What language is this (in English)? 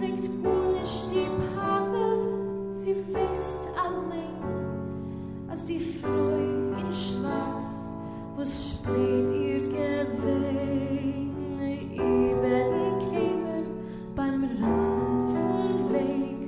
Yiddish